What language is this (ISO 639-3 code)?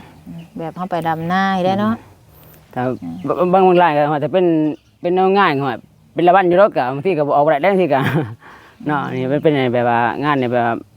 tts